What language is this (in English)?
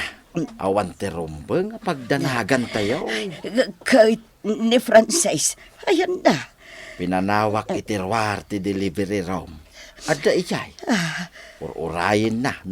Iloko